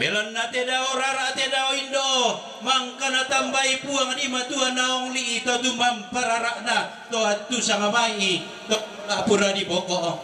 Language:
Toraja-Sa'dan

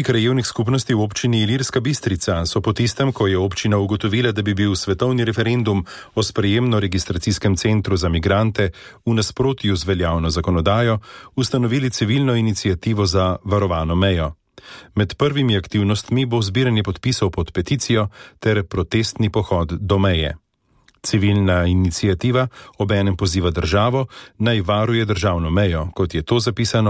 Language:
Slovenian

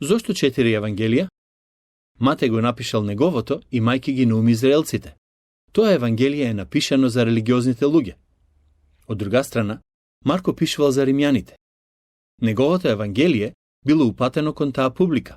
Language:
Macedonian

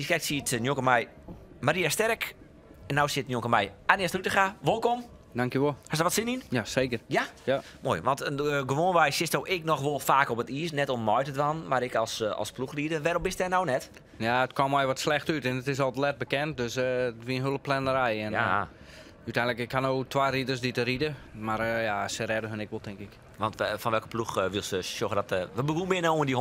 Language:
Western Frisian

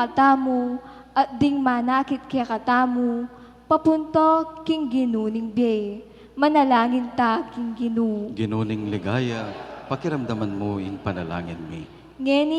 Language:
Pampanga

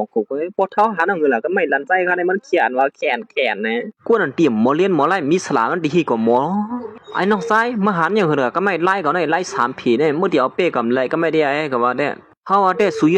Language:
Shan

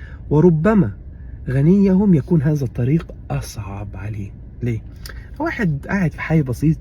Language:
Egyptian Arabic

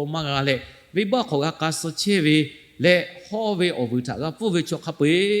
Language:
Lahu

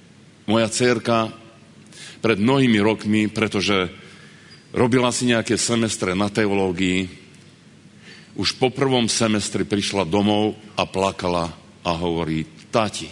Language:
Slovak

